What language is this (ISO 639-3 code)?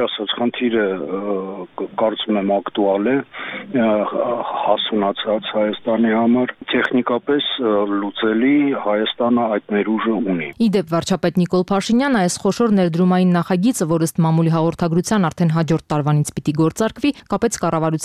hye